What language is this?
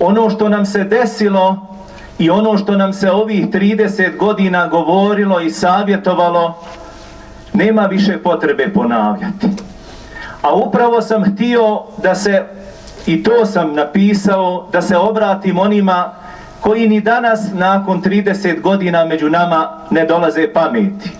Bosnian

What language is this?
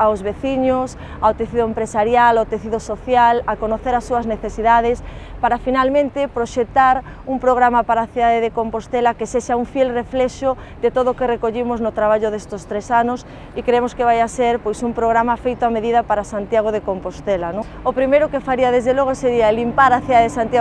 Galician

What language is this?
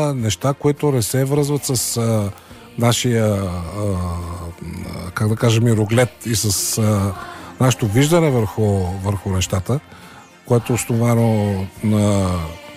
Bulgarian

